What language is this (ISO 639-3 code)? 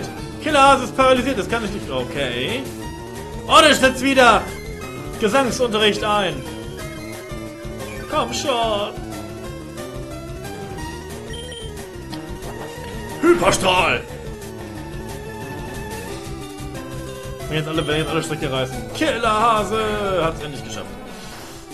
deu